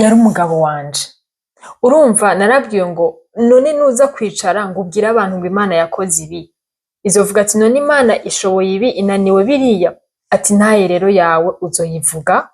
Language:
Rundi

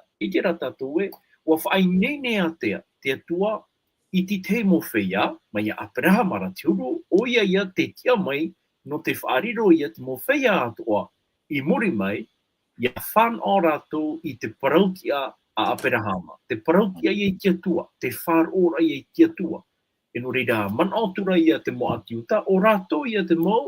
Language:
Tahitian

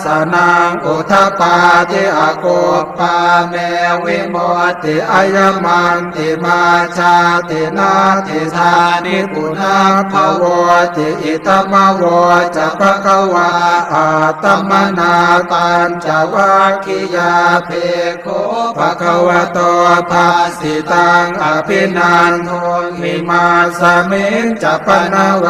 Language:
Pali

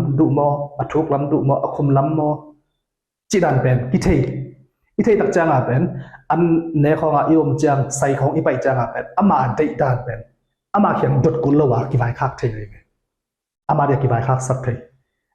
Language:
Tedim Chin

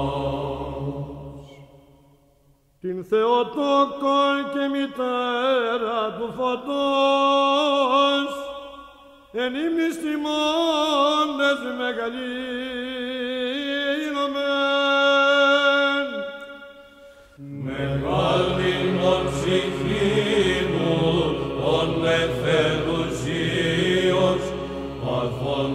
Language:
Greek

